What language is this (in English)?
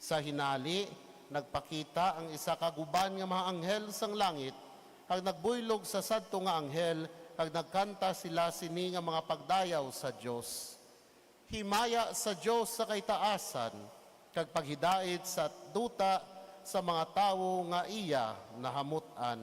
Hiligaynon